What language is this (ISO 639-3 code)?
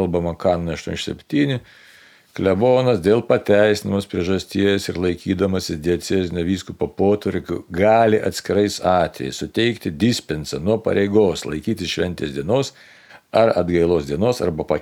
lit